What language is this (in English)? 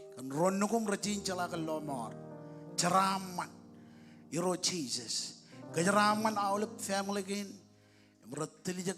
Marshallese